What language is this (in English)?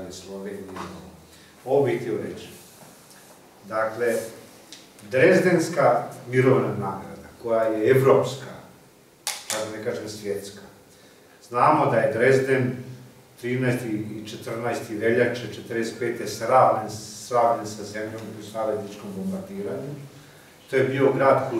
Croatian